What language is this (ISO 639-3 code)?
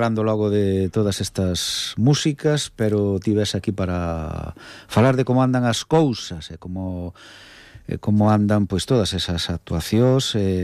glg